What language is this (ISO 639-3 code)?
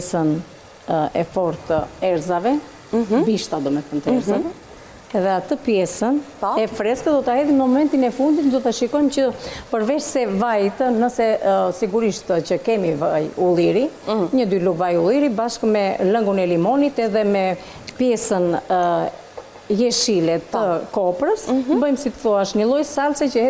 sqi